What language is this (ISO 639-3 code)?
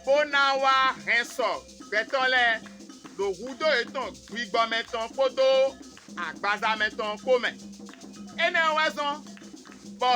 fon